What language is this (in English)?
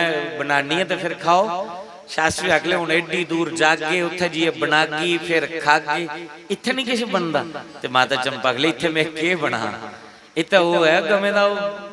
Dogri